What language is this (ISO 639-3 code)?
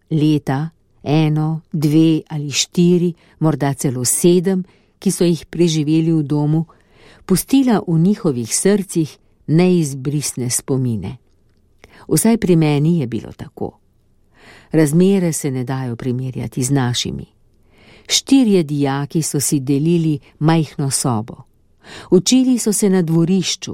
slv